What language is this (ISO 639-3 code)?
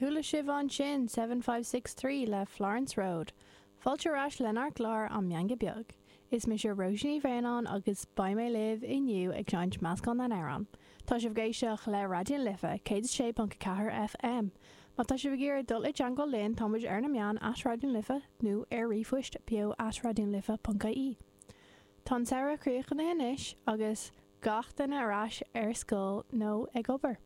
gle